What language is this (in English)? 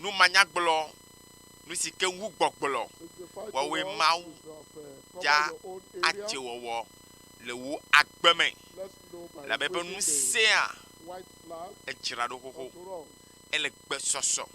Ewe